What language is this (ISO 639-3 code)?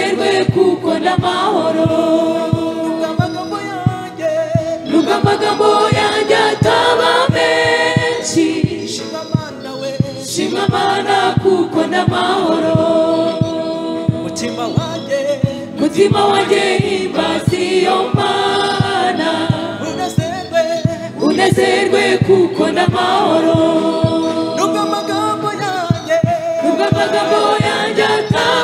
kin